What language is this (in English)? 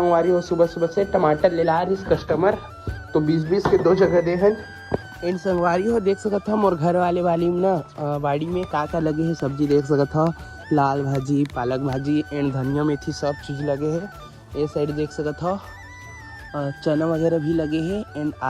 Chhattisgarhi